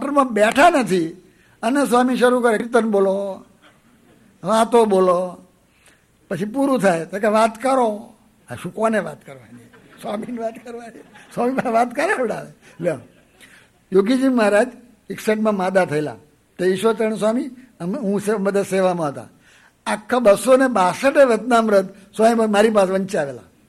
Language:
Gujarati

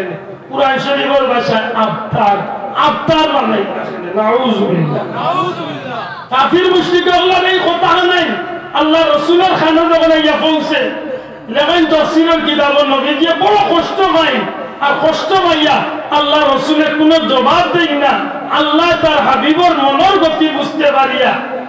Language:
Sylheti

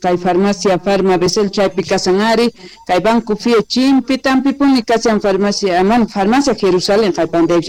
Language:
Quechua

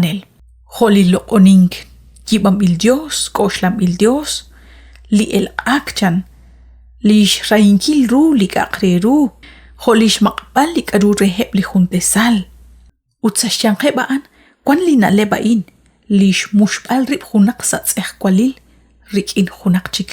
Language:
Kekchí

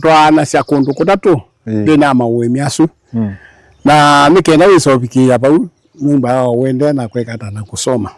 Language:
Kamba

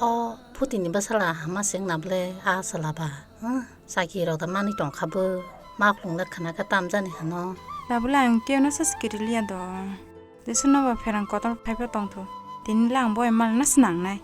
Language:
Kok Borok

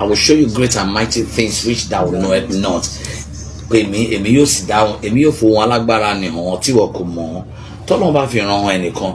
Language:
Yoruba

